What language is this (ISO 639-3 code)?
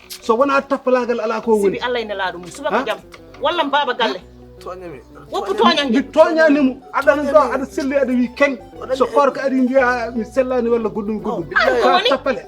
ful